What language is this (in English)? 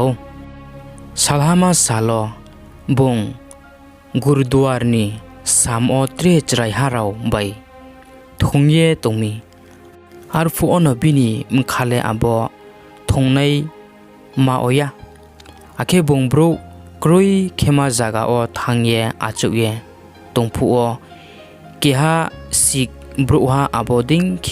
Riang (India)